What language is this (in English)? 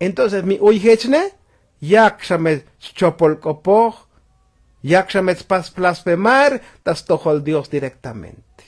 Tzotzil